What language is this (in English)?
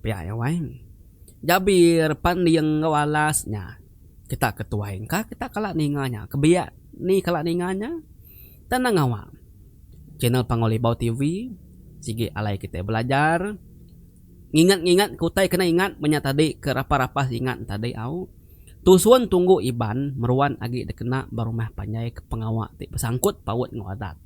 Iban